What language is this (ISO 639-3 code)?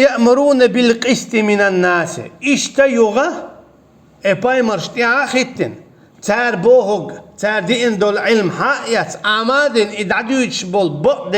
che